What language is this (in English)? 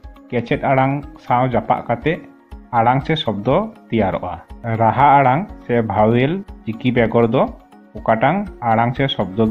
Santali